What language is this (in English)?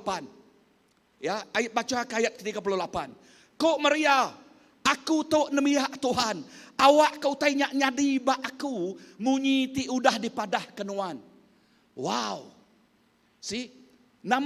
Iban